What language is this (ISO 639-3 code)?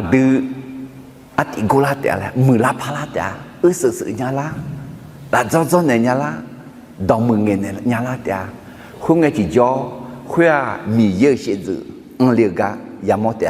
ahk